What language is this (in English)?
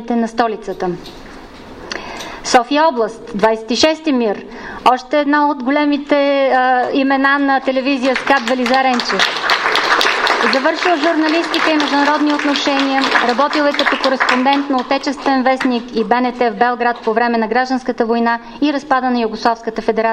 Bulgarian